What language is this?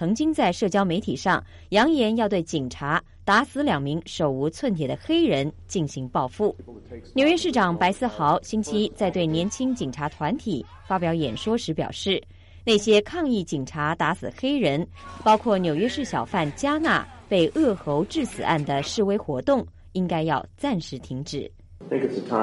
Chinese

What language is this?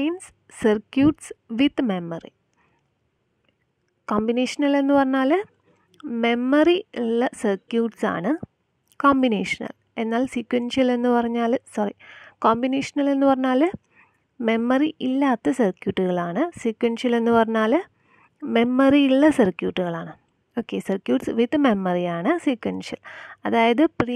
Malayalam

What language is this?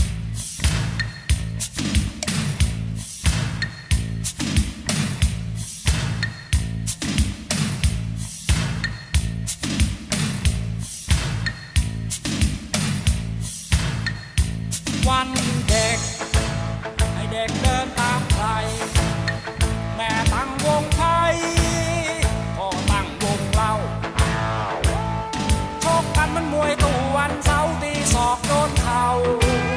Thai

